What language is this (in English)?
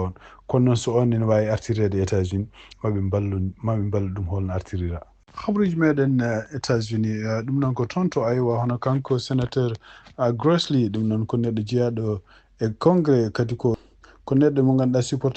Fula